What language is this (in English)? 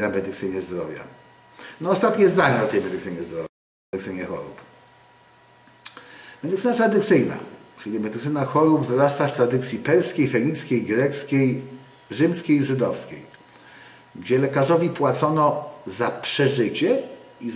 Polish